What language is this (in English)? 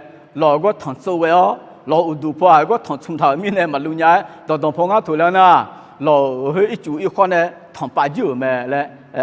Akha